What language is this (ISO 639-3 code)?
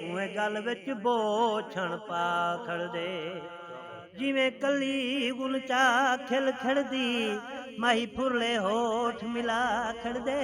skr